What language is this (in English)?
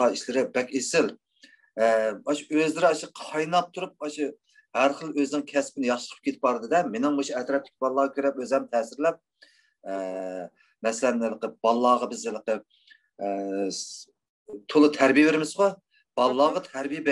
Uyghur